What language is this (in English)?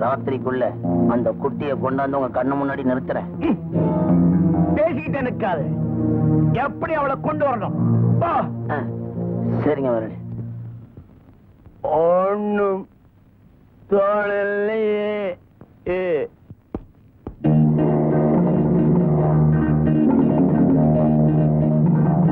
Tamil